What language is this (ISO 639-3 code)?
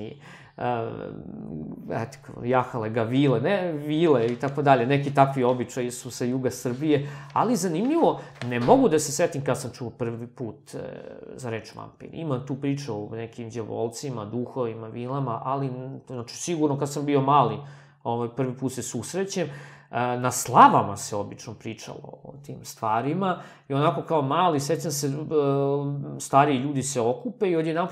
srp